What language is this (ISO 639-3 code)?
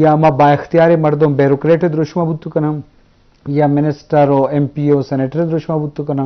bgp